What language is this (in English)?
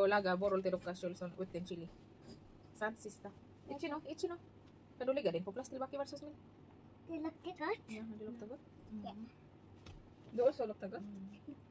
Filipino